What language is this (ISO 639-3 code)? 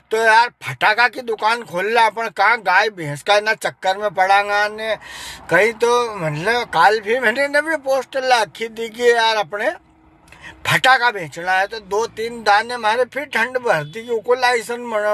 raj